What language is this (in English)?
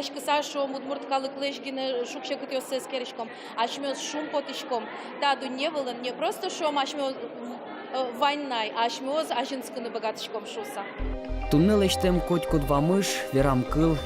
Udmurt